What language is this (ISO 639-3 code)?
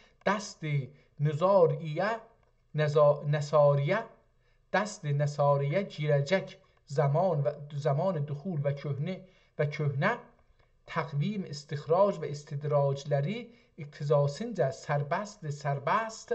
azb